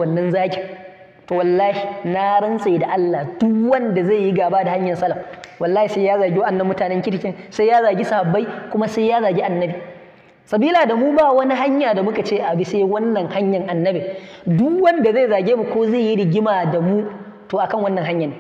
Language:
Hausa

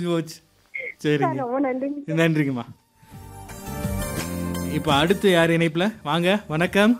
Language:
Tamil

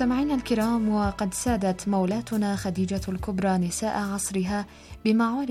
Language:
Arabic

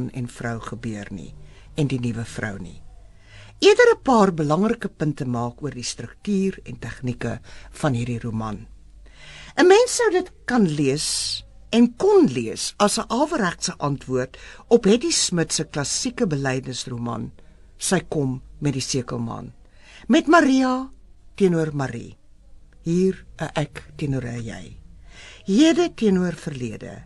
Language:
Afrikaans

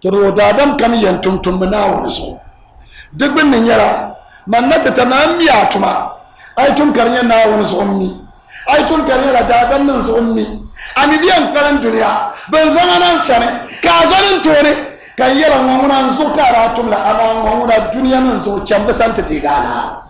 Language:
Dagbani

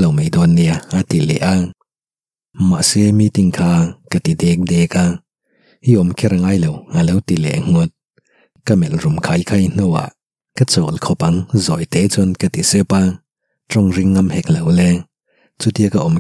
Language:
Mizo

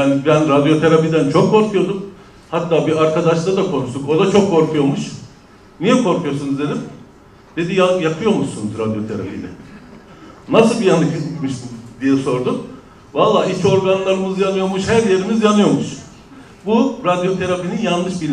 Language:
Turkish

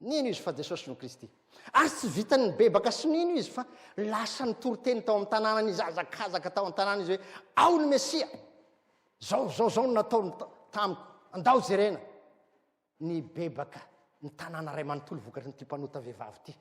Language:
Malagasy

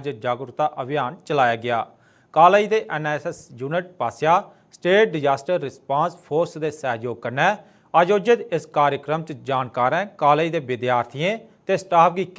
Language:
Dogri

